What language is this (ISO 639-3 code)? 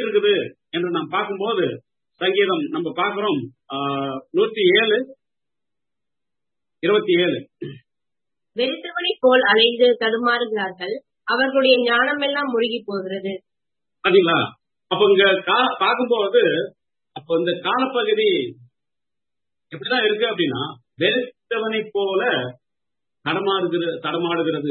tam